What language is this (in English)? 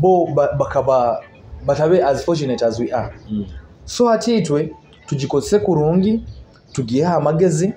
Nyoro